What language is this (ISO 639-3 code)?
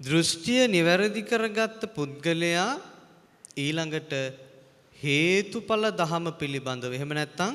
sin